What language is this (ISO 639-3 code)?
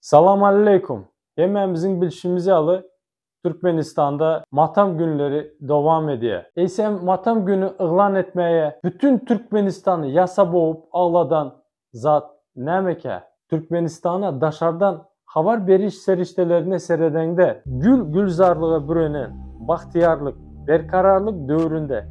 tuk